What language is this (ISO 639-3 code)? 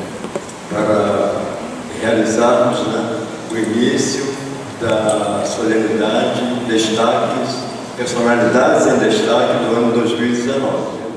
por